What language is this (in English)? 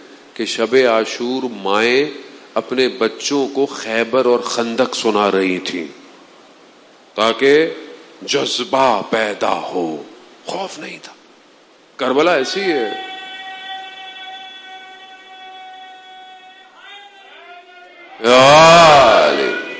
Urdu